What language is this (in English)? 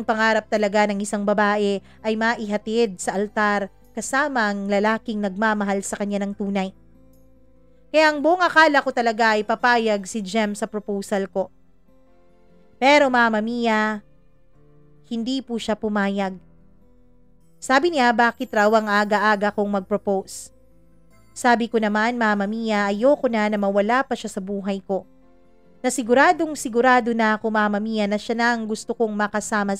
Filipino